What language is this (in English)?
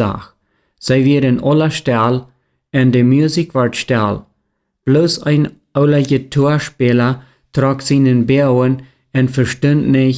Plautdietsch